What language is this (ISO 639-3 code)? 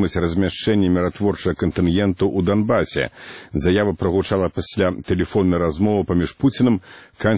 bel